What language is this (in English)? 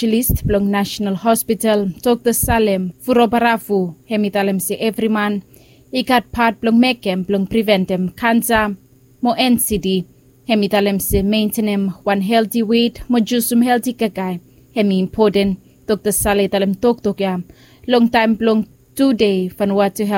Bislama